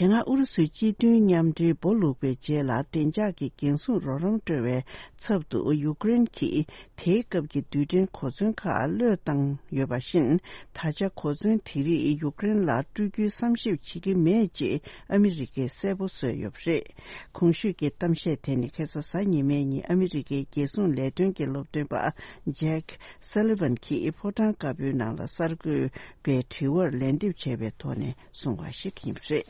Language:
Tibetan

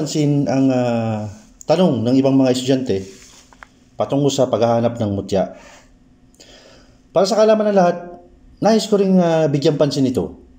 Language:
Filipino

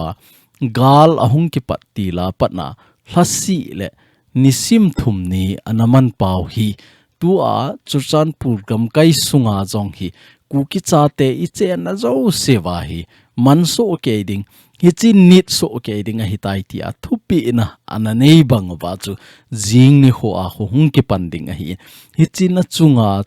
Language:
Thado Chin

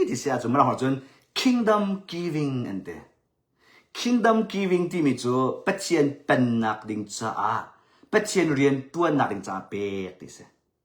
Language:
Hakha Chin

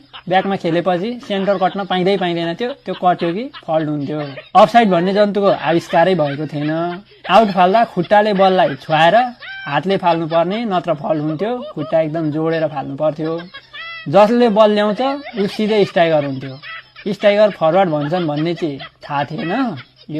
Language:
Nepali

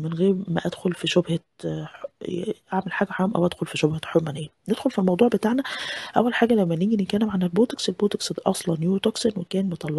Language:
Egyptian Arabic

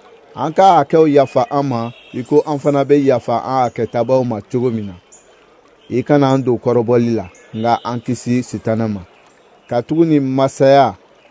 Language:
Bambara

